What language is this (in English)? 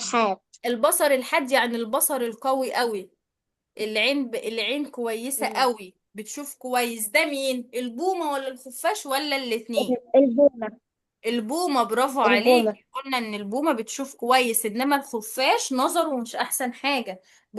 Egyptian Arabic